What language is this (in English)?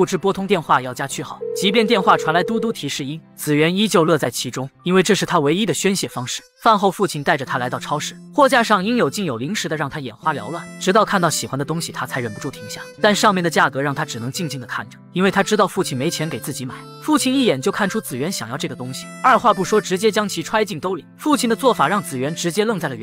Chinese